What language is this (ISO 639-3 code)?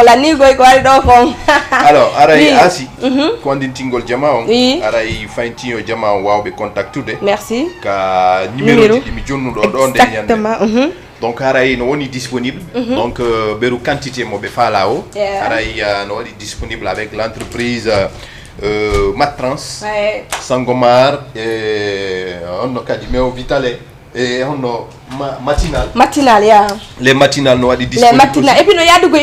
ful